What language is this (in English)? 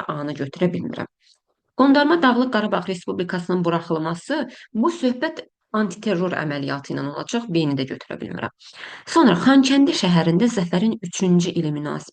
Azerbaijani